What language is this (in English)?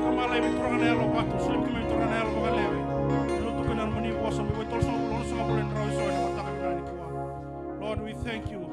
Fijian